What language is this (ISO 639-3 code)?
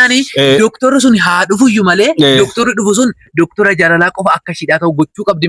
orm